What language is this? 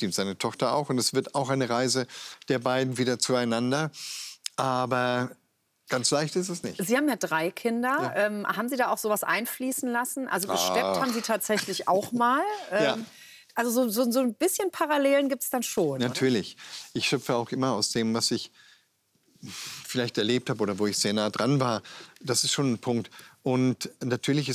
German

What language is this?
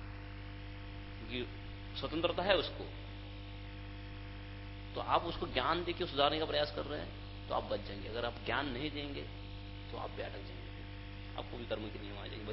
Hindi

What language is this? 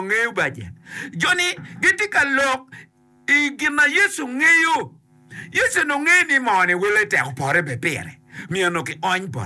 Acoli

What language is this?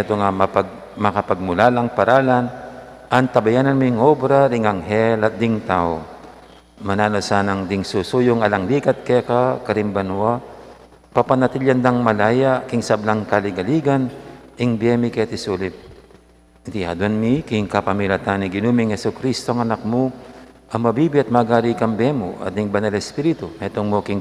Pampanga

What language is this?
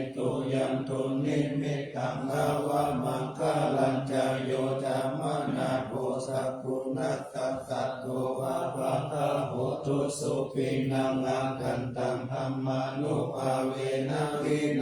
Pali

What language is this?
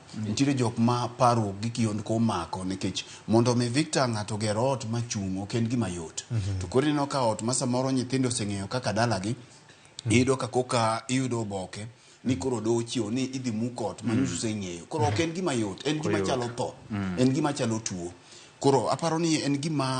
Luo (Kenya and Tanzania)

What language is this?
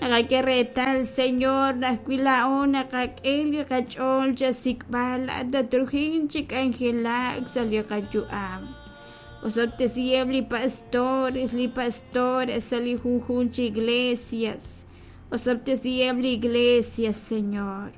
Kekchí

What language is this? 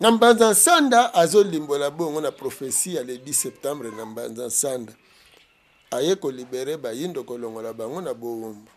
Lingala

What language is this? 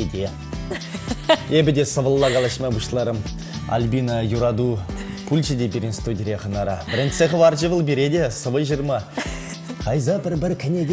Chuvash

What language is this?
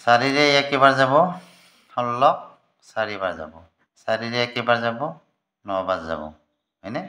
Assamese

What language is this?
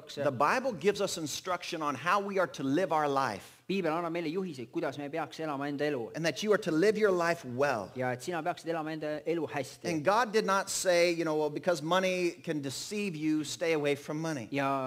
Estonian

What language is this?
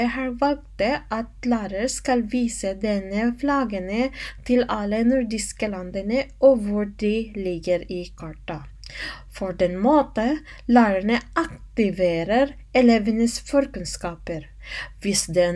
Norwegian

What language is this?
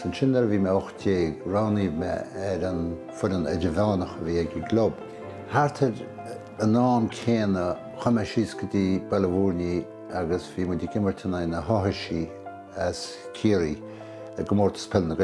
Irish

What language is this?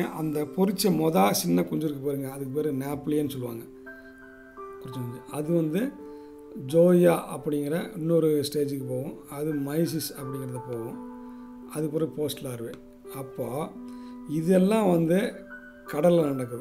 Tamil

